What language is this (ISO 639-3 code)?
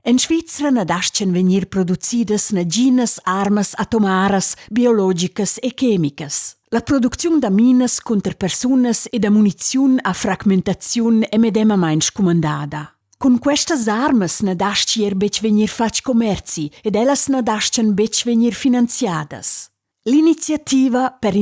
roh